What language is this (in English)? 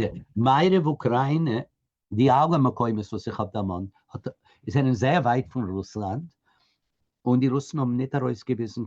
Yiddish